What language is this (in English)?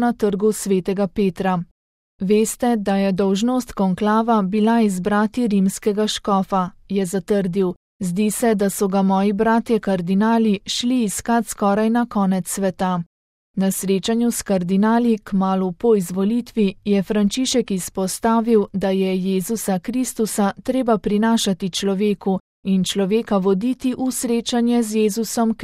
Slovenian